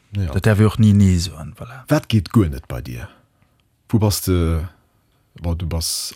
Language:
Luxembourgish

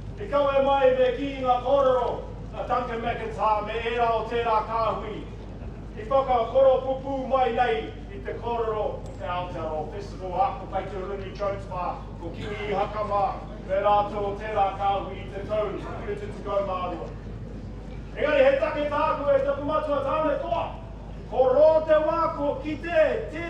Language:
Māori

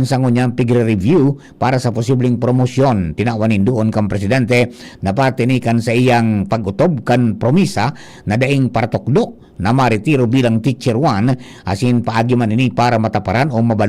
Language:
Bikol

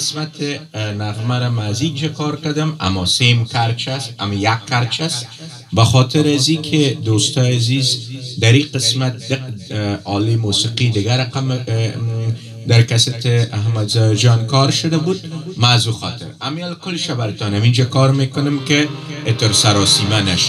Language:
Persian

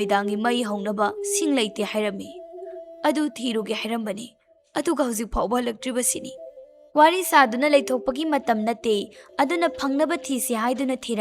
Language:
Manipuri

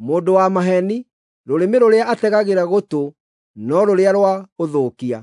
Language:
Kikuyu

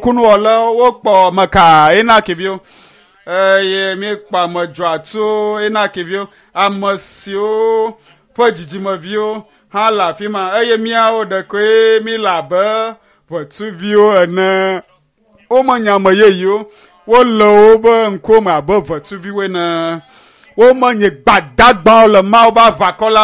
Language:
Ewe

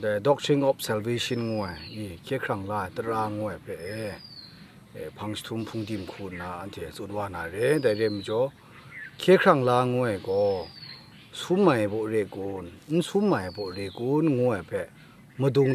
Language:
Kachin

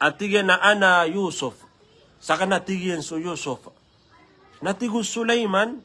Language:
Maranao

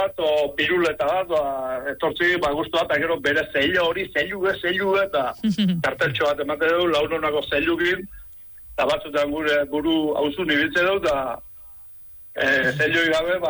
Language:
Basque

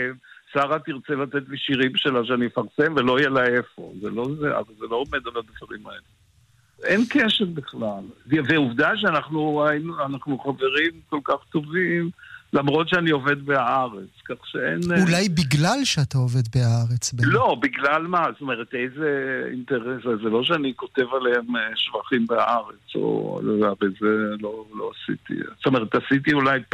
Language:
Hebrew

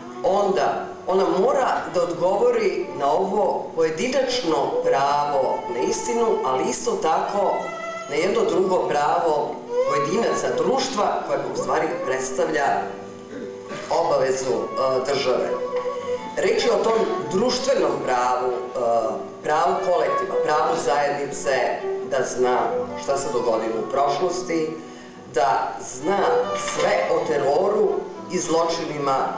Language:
Croatian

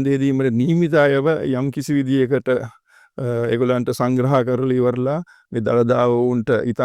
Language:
Sinhala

